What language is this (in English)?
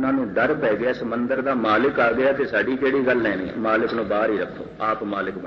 Punjabi